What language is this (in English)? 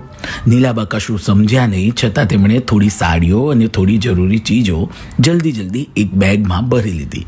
Gujarati